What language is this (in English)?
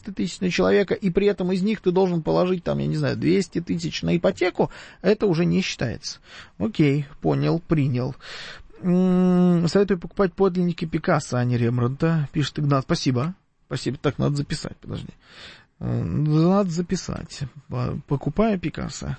Russian